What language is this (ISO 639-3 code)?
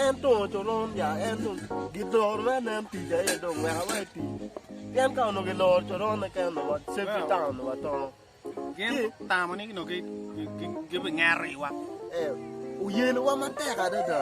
ach